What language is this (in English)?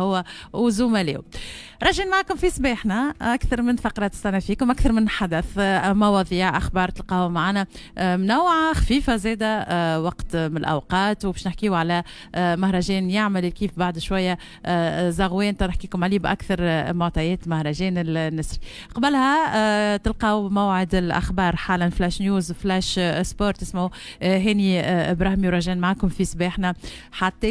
Tunisian Arabic